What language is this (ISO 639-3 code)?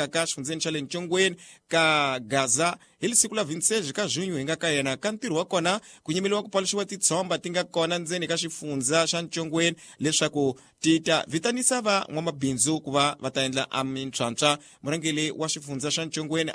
tso